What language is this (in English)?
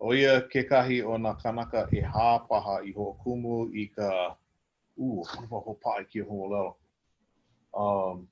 Hawaiian